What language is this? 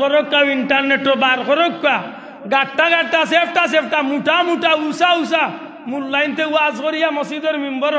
Sylheti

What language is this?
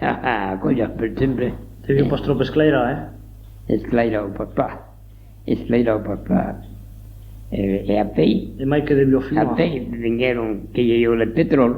Occitan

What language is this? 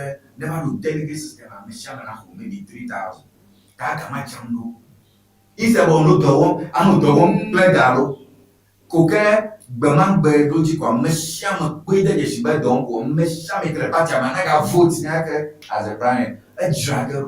Ewe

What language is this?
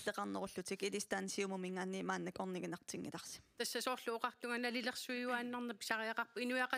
Kalaallisut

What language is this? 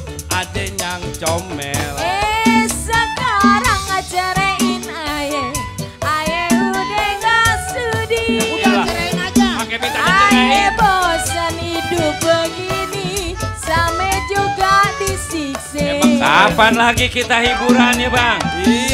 Betawi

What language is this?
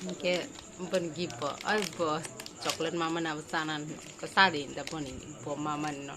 Kok Borok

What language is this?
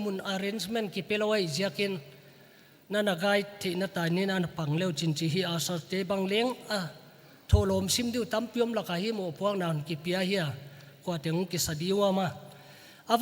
Paite Chin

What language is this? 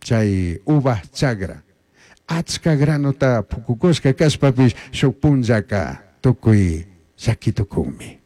Chimborazo Highland Quichua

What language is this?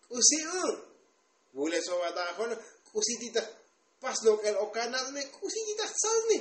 Tzotzil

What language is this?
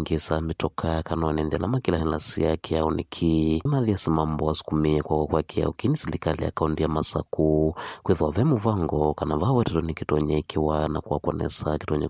Kamba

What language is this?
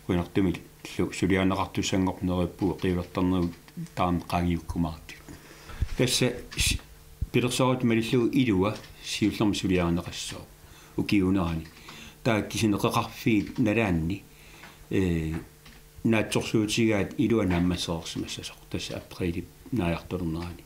Kalaallisut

